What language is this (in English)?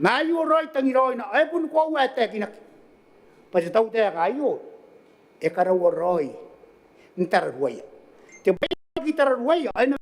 Gilbertese